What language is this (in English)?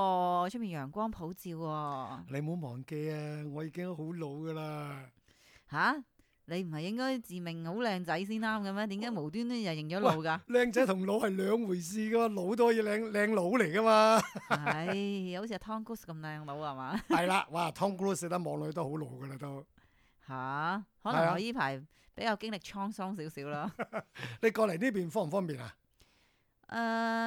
Cantonese